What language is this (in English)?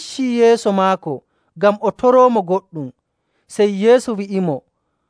Nigerian Fulfulde